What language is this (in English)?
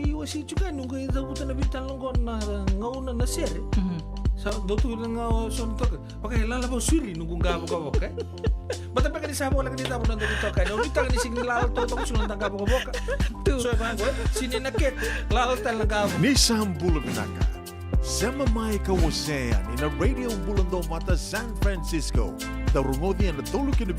Fijian